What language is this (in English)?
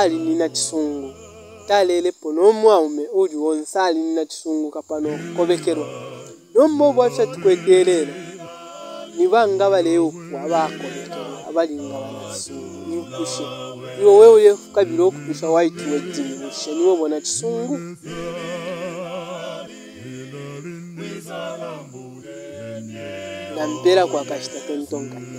Bemba